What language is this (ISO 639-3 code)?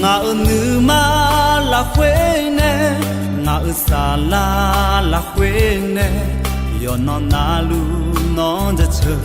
ahk